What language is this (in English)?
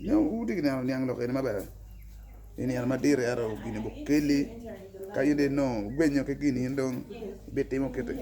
Acoli